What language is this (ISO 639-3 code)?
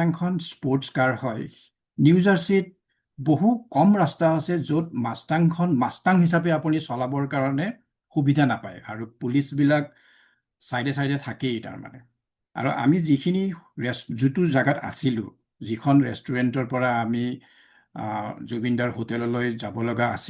asm